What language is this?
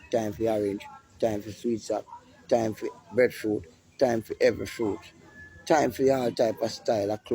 Jamaican Creole English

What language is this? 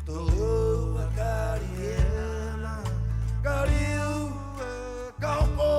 Rapanui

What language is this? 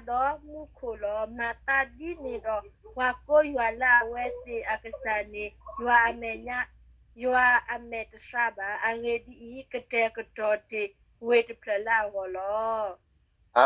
S'gaw Karen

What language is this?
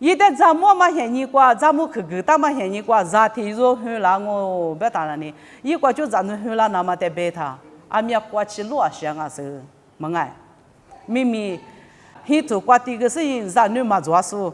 Lisu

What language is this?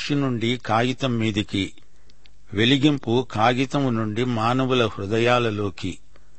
Telugu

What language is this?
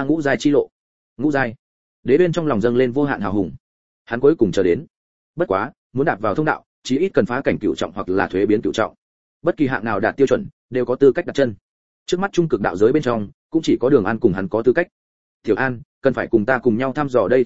Vietnamese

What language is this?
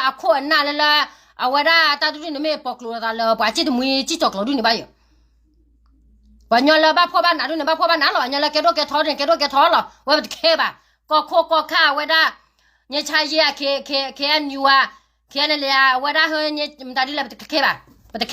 S'gaw Karen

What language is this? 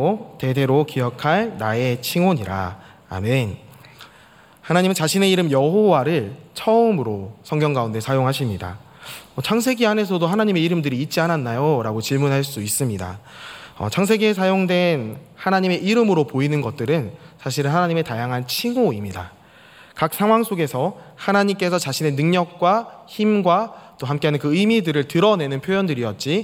Korean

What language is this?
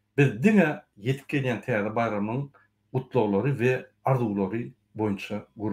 Turkmen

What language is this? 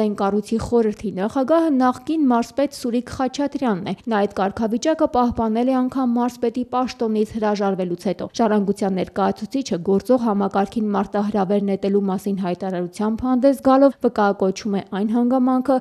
Armenian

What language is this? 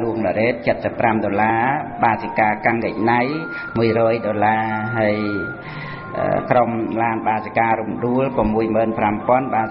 Khmer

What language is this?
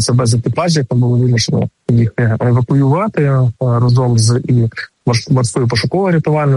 Ukrainian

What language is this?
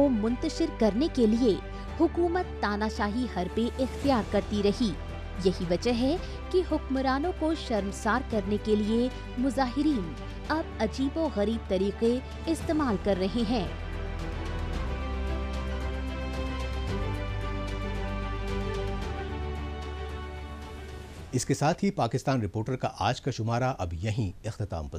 Urdu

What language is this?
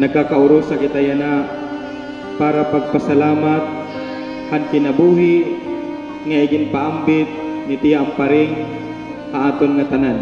Waray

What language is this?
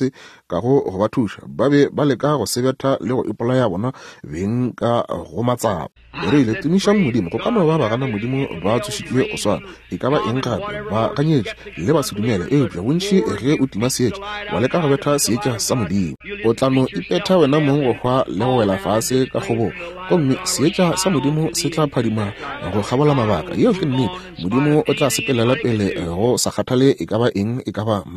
Northern Sotho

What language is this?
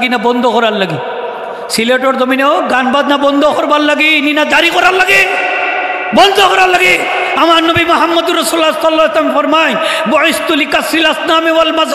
Sylheti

